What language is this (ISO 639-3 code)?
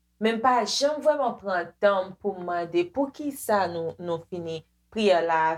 hat